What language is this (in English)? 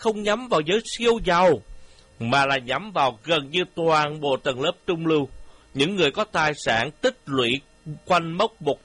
Vietnamese